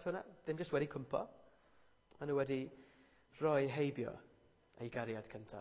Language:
Welsh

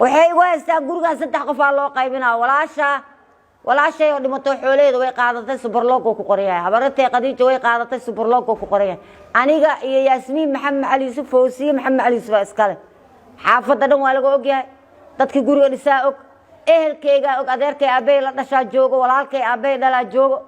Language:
Somali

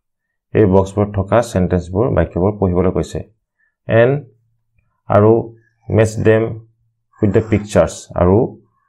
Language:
Assamese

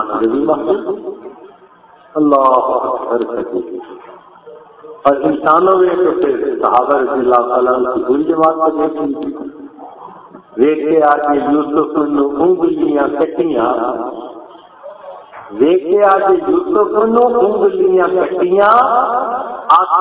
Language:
Urdu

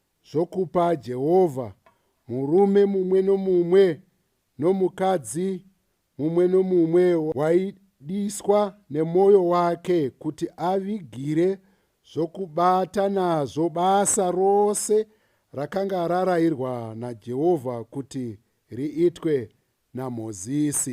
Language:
Shona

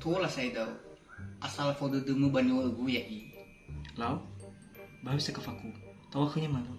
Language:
Nias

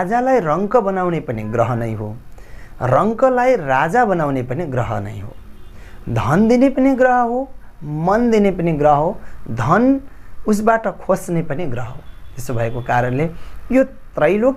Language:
Nepali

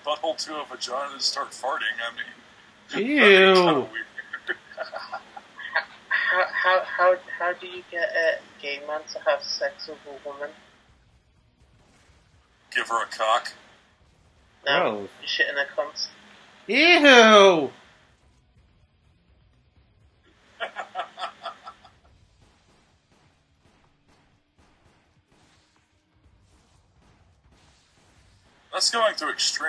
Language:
English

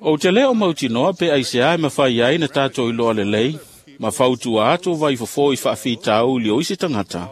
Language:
Samoan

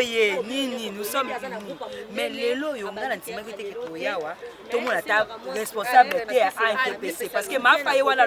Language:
Lingala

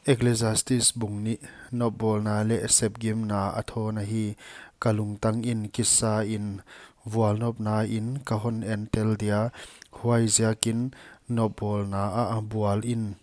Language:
Paite Chin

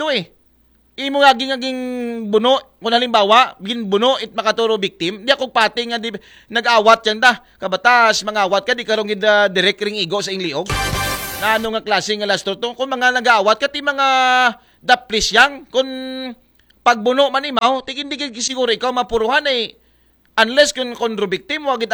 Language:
Aklanon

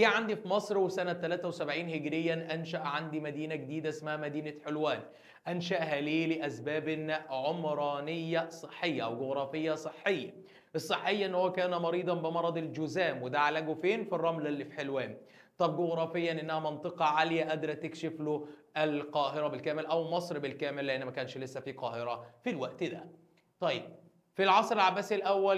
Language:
Egyptian Arabic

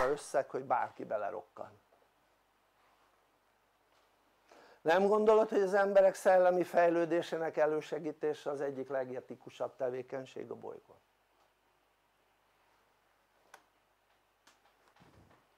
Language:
Hungarian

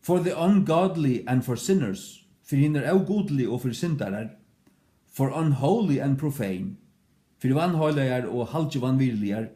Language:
Faroese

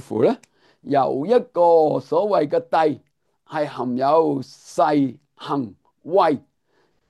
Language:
Cantonese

